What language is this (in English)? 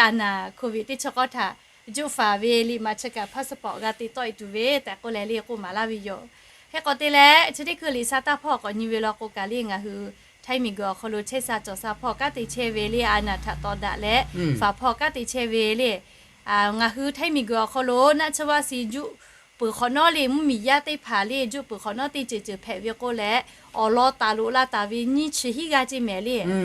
Lahu